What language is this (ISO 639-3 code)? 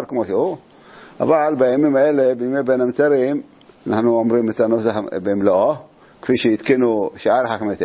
heb